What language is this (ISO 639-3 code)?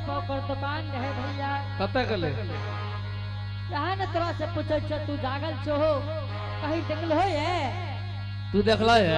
anp